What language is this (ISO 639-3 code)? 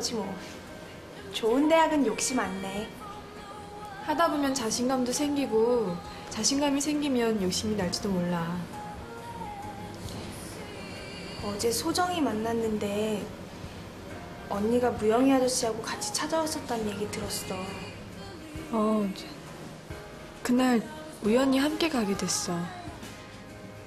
kor